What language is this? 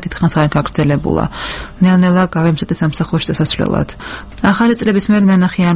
Georgian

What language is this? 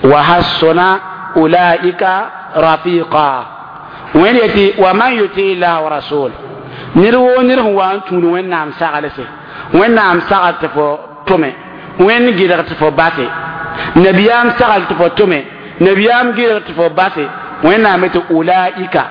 Mossi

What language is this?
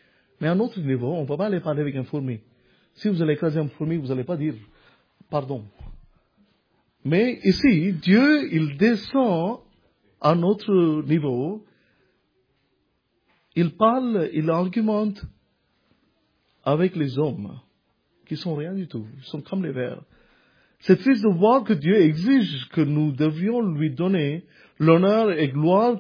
French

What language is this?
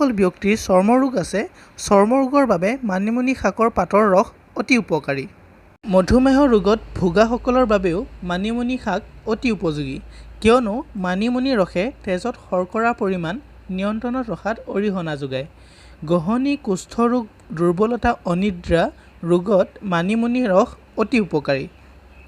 Assamese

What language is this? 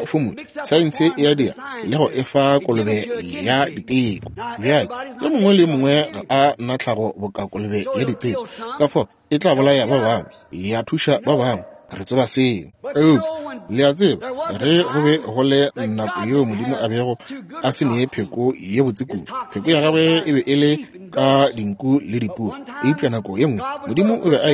Northern Sotho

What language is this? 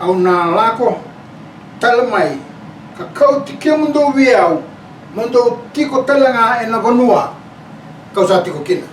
Fijian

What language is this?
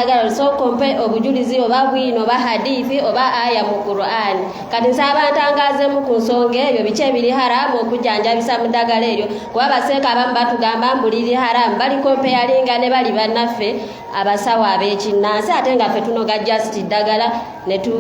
Ganda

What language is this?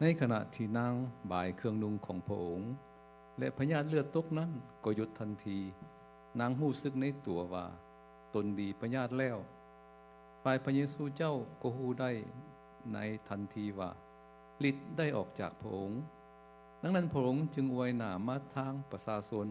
Lao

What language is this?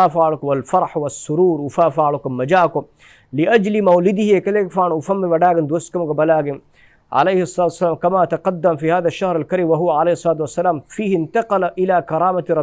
Divehi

